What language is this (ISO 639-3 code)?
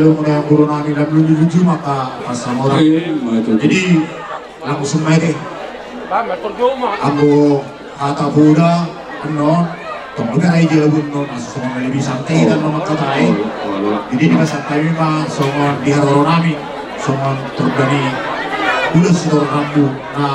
bbc